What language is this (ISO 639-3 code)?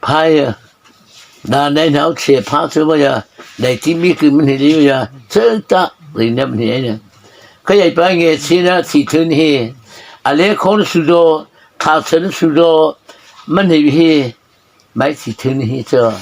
mrh